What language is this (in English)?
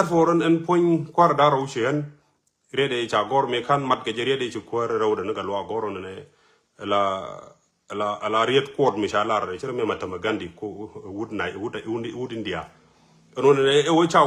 Nuer